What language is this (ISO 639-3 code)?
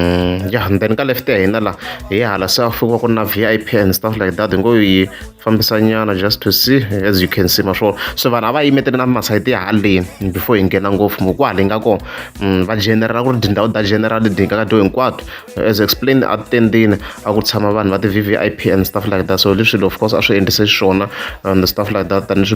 tso